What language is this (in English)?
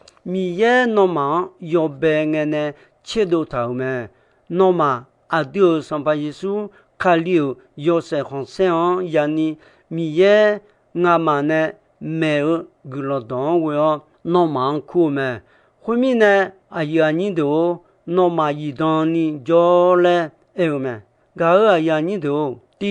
Akha